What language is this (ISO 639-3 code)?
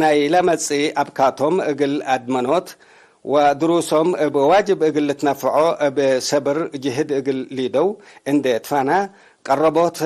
tig